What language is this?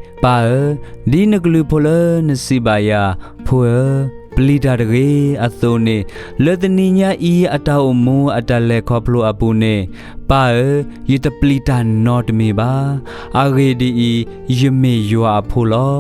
S'gaw Karen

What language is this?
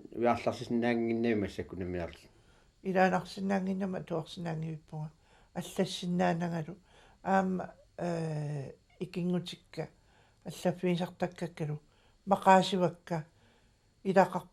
Kalaallisut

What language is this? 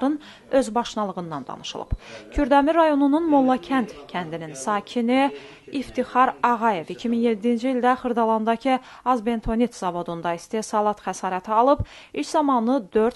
Azerbaijani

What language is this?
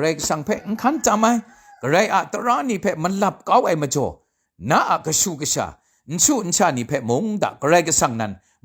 Kachin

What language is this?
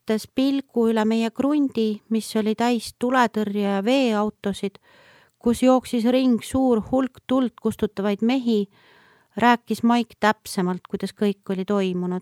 Estonian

